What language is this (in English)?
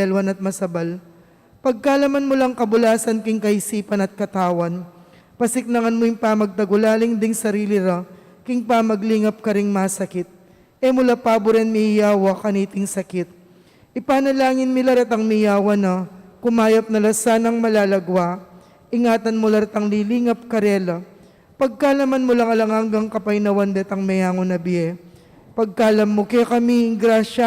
Pampanga